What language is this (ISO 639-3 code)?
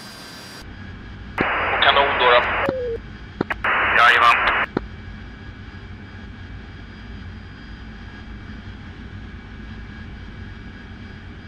swe